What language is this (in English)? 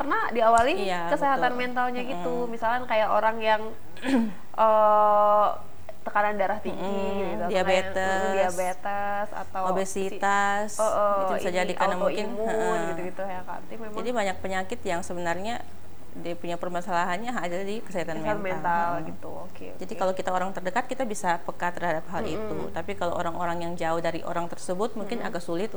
Indonesian